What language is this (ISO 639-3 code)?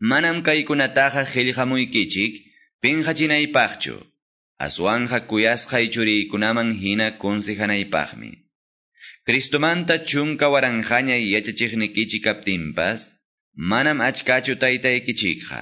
que